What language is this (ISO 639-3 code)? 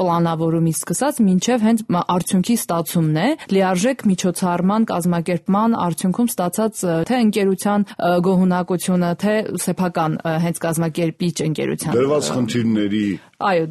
hye